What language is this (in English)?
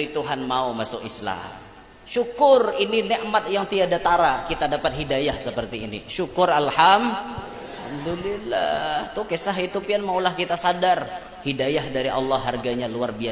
Banjar